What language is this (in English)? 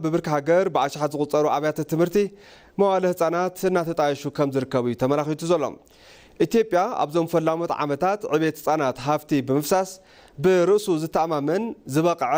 Tigrinya